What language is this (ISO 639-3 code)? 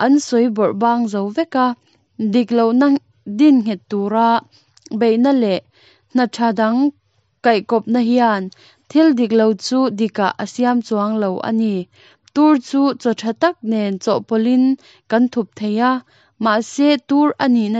lus